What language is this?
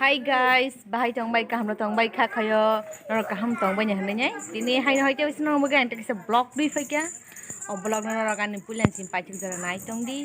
Kok Borok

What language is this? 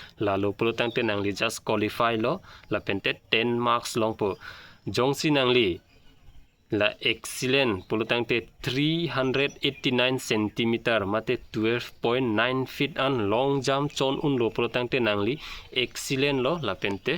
Karbi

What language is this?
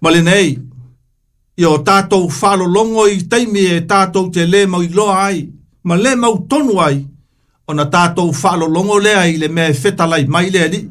Samoan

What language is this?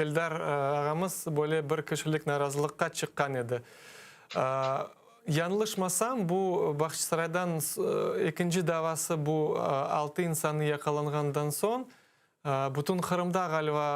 Crimean Tatar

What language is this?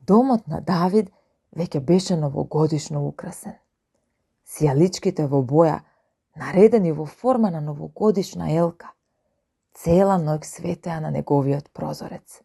Macedonian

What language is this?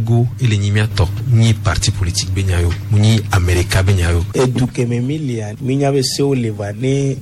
Gen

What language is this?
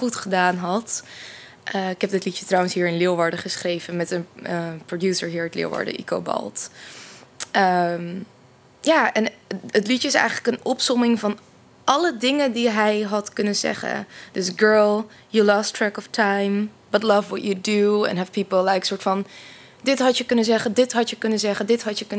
Dutch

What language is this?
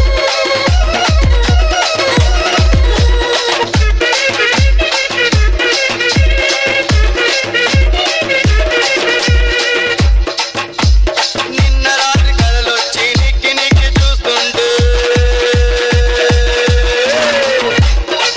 Telugu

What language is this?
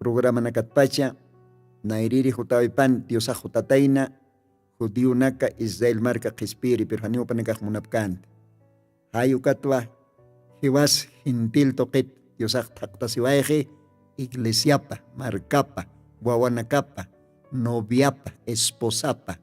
Aymara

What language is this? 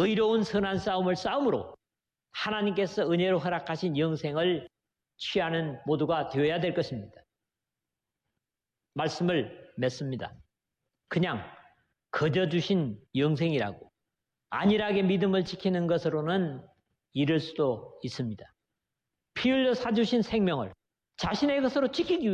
Korean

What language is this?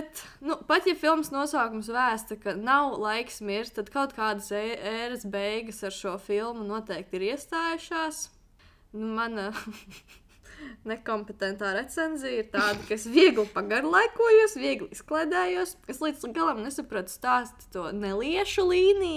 Latvian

